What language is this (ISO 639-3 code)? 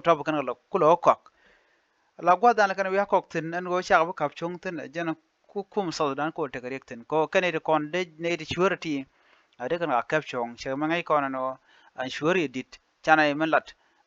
nus